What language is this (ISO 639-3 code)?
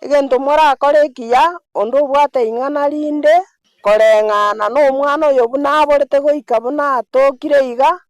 guz